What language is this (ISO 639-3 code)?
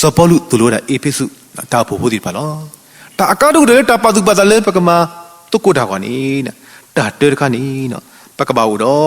ksw